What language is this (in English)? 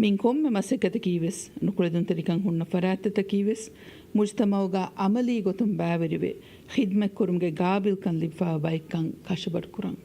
Divehi